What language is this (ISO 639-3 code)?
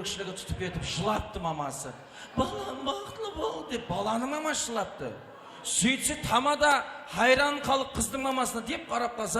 kaa